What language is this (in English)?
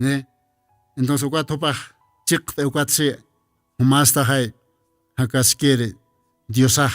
Aymara